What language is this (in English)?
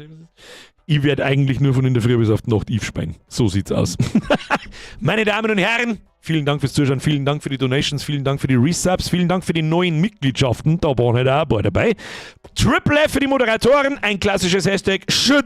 Bavarian